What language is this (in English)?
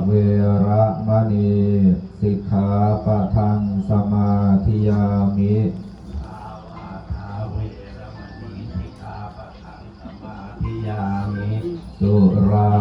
Pali